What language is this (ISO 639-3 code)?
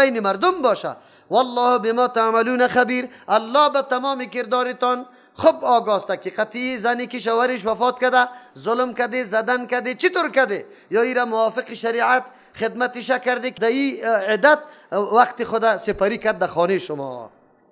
fas